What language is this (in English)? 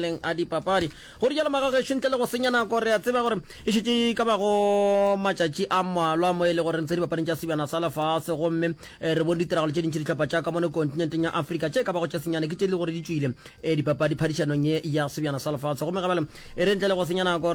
Northern Sotho